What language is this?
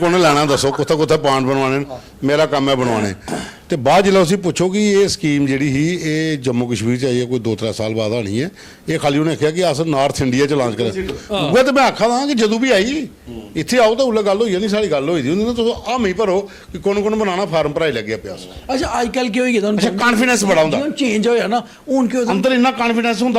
Dogri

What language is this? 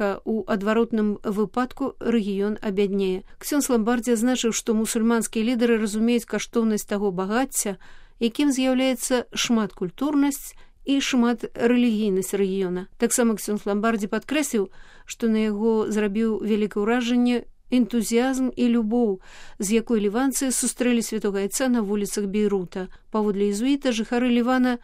Belarusian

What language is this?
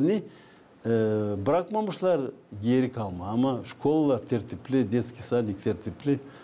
Gagauz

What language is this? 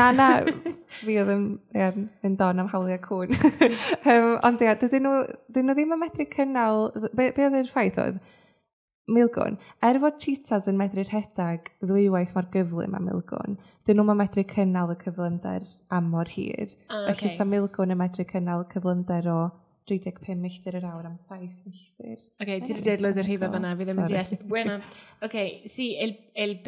Welsh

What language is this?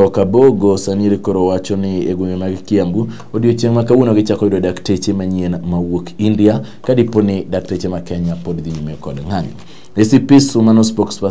Luo (Kenya and Tanzania)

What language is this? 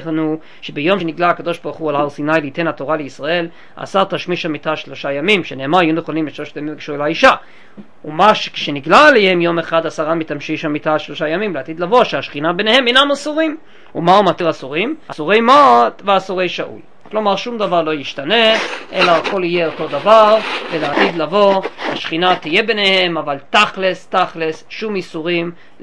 Hebrew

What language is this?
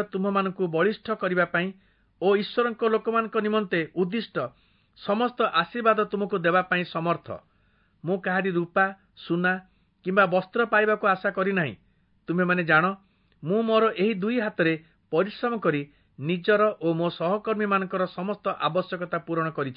Odia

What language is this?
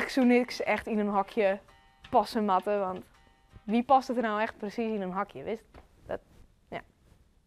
Western Frisian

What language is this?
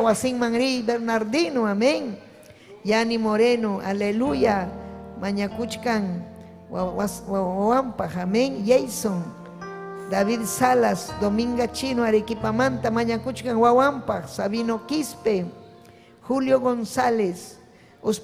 Ayacucho Quechua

